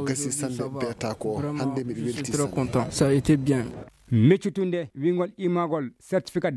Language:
Fula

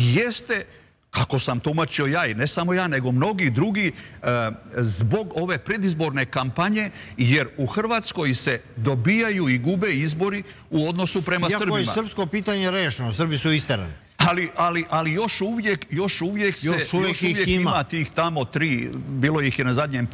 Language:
Serbian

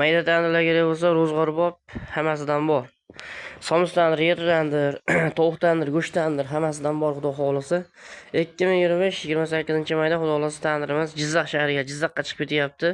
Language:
Uzbek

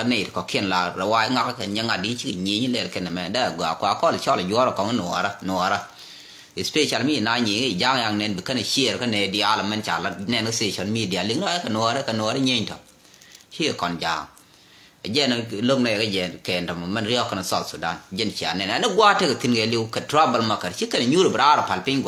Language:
Nuer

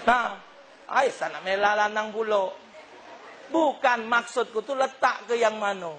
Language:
Musi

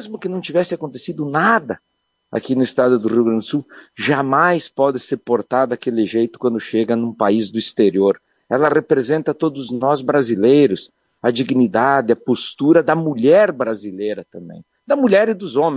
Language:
Portuguese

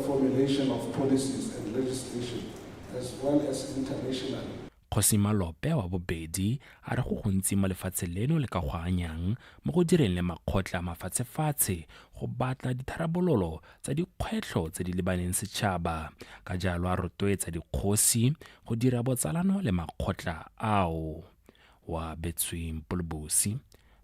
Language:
Tswana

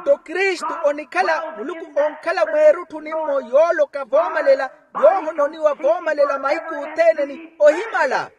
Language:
Makhuwa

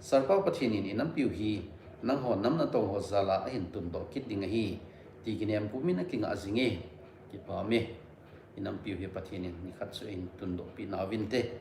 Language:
Thado Chin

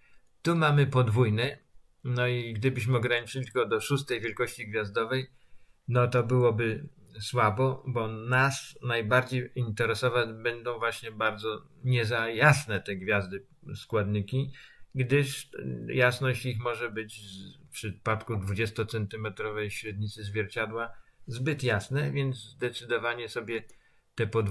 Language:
Polish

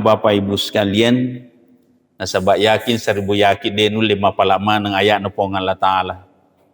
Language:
Buginese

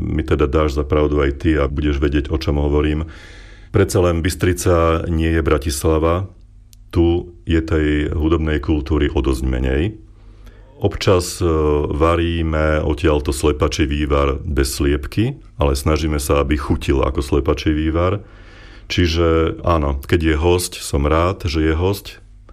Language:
Slovak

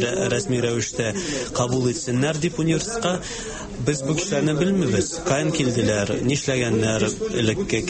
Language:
Tatar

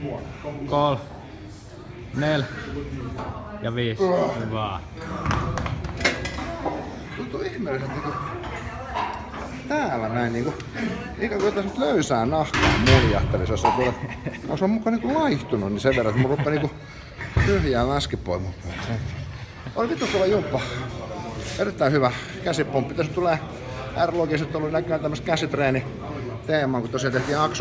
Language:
Finnish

